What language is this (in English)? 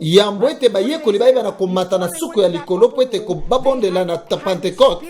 Lingala